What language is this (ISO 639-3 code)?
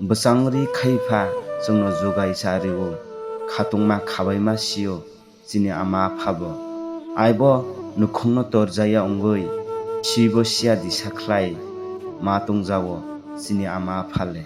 trp